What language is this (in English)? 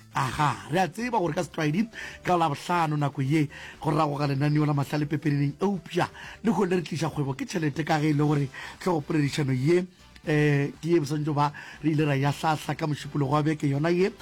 Northern Sotho